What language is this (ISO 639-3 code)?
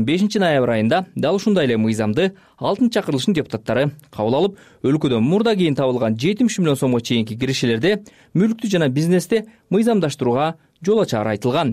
kir